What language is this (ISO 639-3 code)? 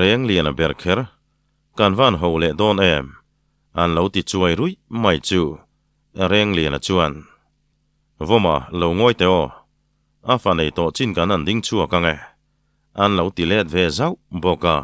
lus